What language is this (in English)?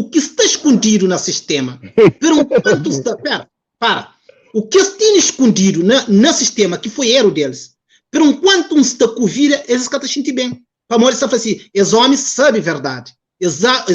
Kabuverdianu